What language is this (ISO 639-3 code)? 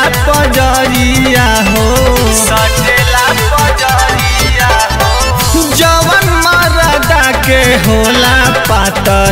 bho